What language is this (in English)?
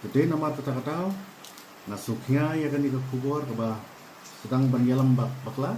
Khasi